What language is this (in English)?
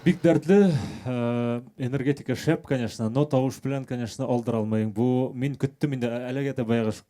Bashkir